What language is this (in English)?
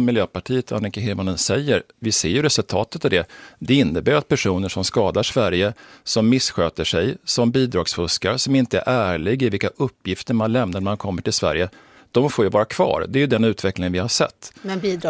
Swedish